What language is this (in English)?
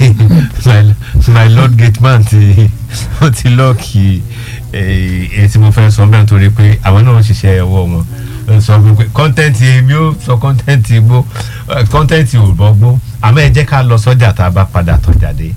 Yoruba